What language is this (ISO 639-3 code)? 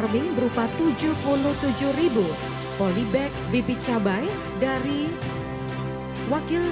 ind